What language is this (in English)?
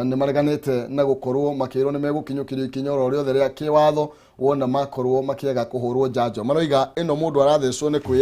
Kikuyu